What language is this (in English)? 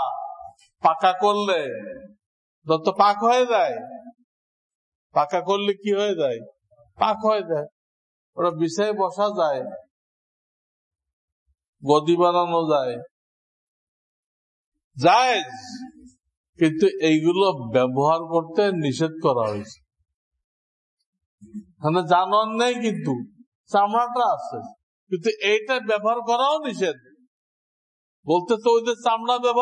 Bangla